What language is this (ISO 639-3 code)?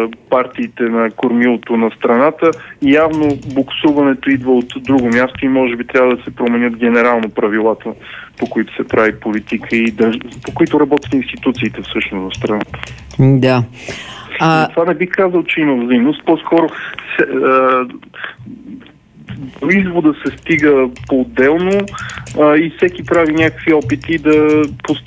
bul